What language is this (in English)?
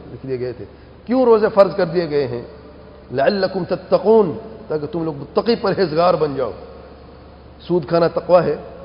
Urdu